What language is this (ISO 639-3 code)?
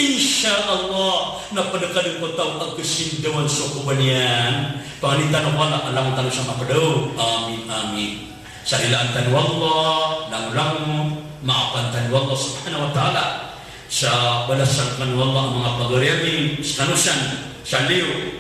mrw